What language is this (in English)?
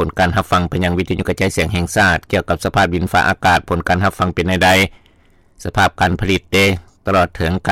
Lao